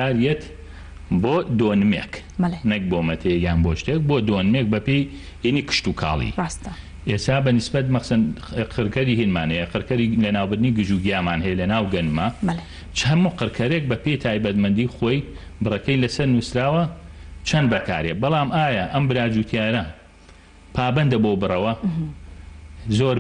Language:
Central Kurdish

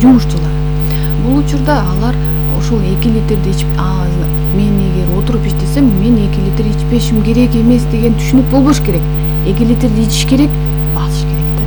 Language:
Kyrgyz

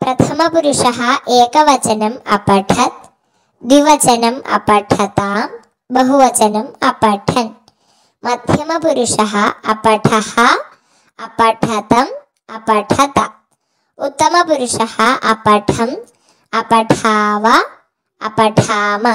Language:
Sanskrit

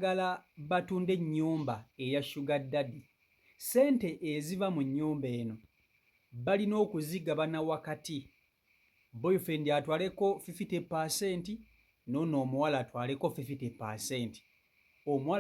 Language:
Ganda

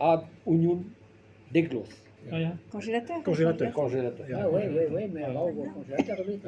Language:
Breton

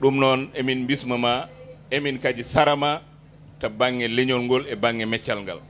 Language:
Fula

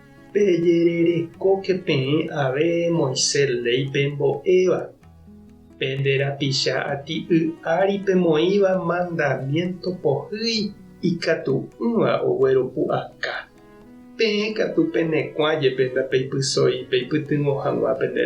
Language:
Guarani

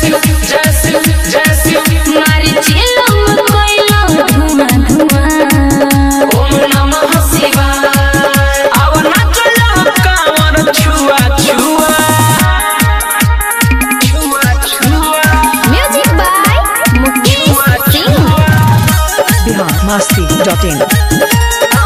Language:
Bhojpuri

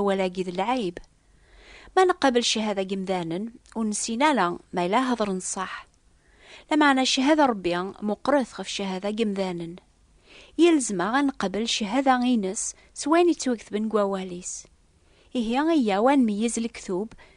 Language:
Kabyle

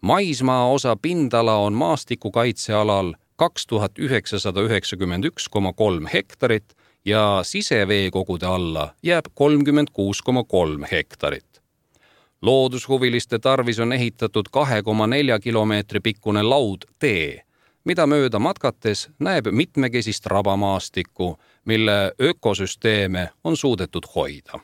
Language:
Estonian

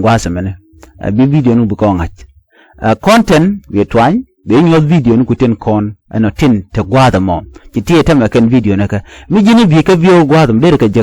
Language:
Nuer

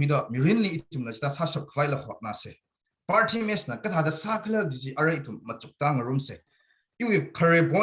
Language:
Tangkhul Naga (India)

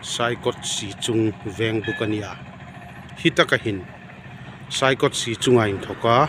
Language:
Hmar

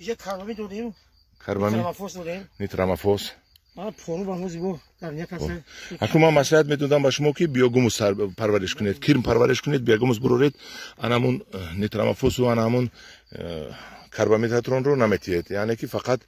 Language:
Tajik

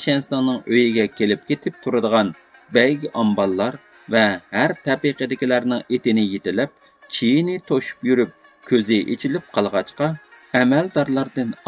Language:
Uyghur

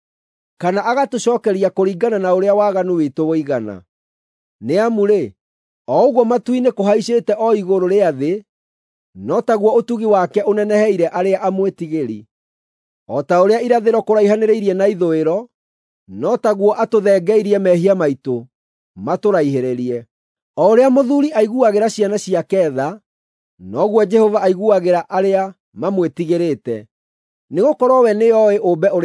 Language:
Kikuyu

